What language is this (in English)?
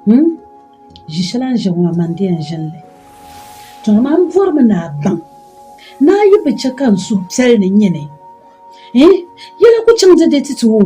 Dagbani